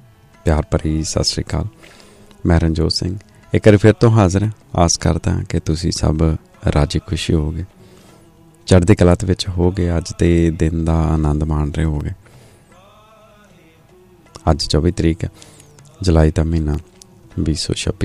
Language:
Punjabi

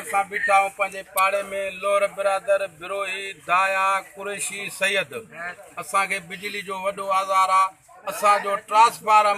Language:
Sindhi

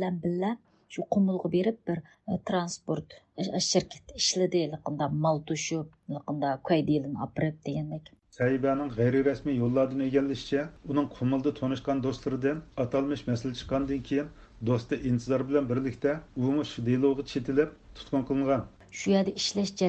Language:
Uyghur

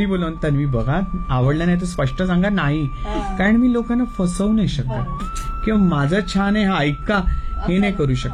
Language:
Marathi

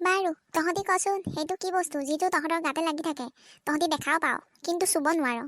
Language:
Assamese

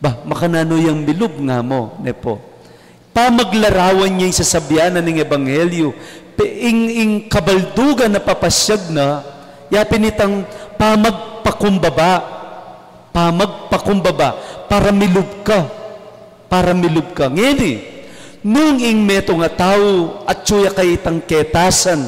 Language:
Pampanga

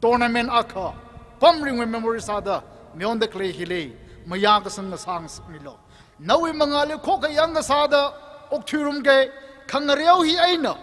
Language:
Tangkhul Naga (India)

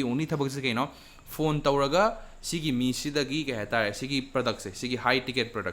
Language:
Manipuri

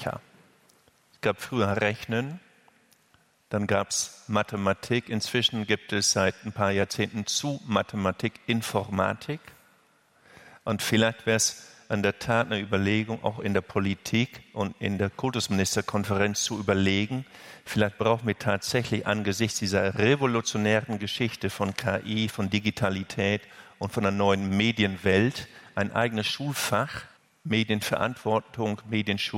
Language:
German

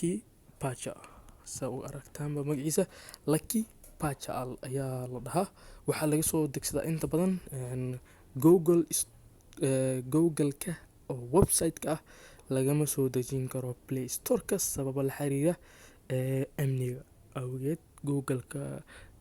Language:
Somali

